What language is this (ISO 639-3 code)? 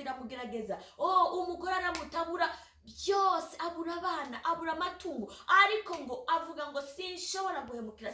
run